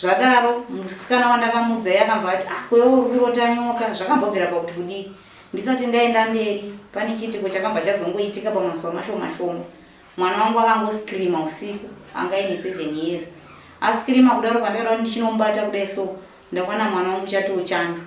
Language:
Shona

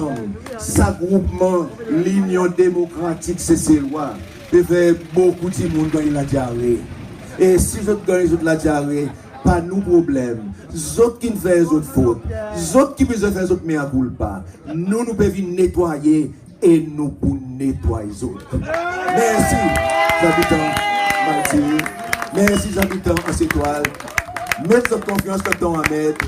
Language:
Seselwa Creole French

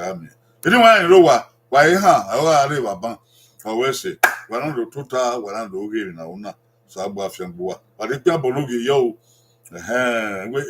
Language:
Bini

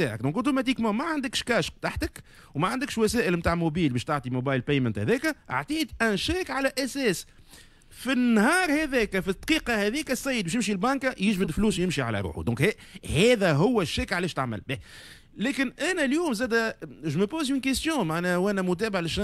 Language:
Tunisian Arabic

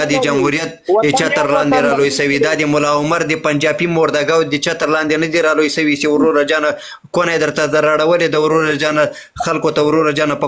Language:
Pashto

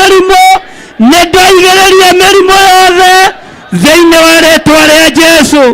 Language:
Kikuyu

